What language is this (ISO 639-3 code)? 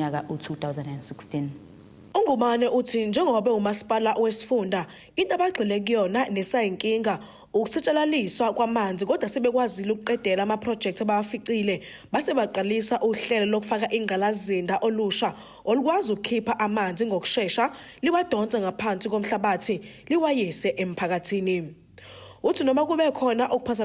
zul